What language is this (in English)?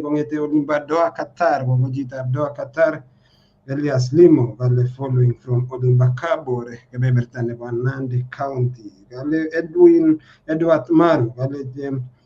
Kalenjin